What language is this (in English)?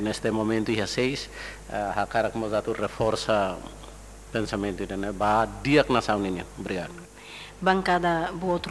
Tetum